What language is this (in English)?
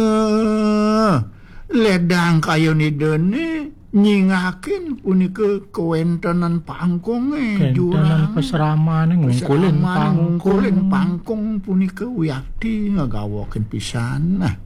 Balinese